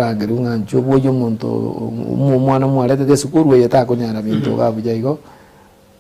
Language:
Gusii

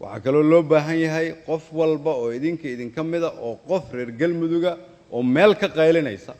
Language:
Somali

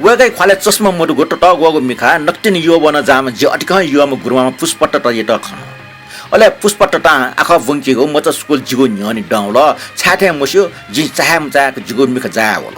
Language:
Newari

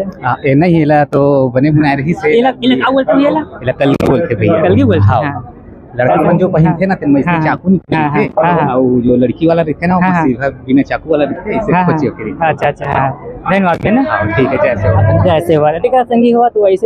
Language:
Chhattisgarhi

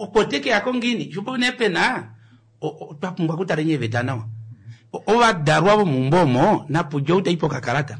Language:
Kuanyama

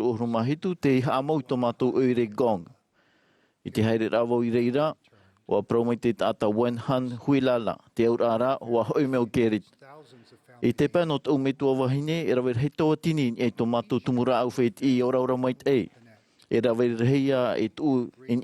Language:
Tahitian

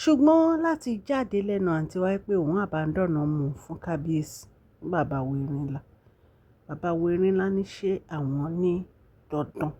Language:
Yoruba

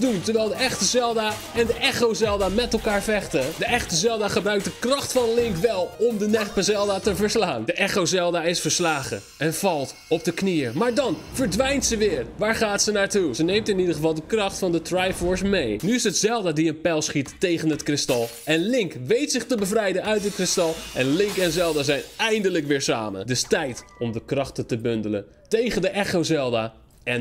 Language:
Dutch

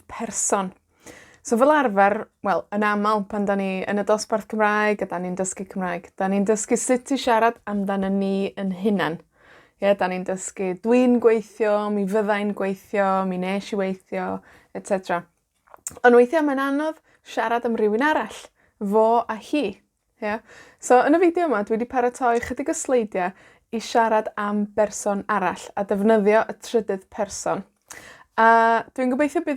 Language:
Welsh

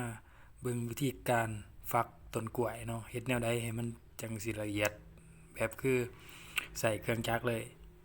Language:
Lao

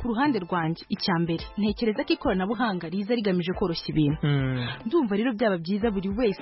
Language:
Kinyarwanda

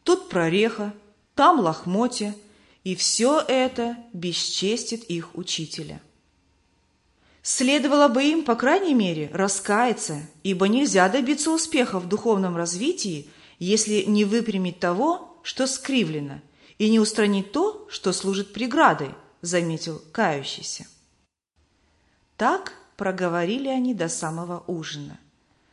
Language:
Russian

